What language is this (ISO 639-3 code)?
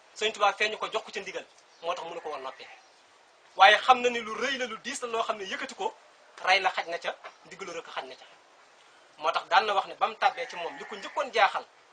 wol